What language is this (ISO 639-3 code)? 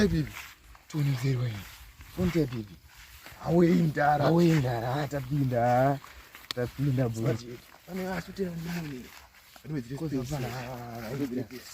sna